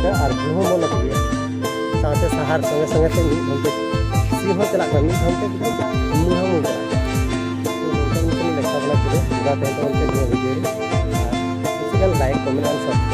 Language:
Santali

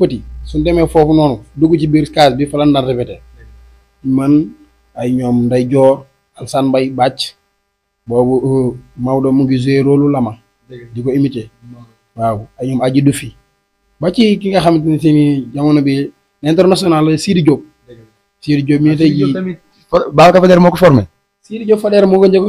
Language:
Wolof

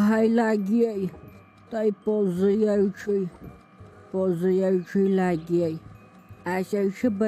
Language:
Kashmiri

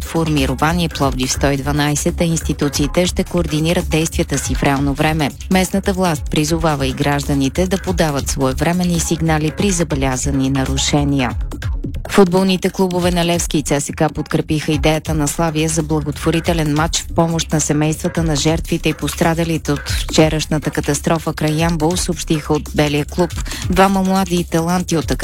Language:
Bulgarian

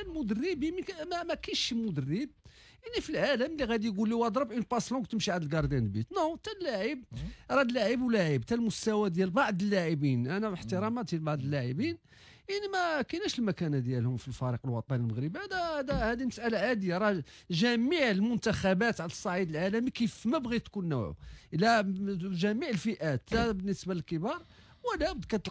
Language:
Moroccan Arabic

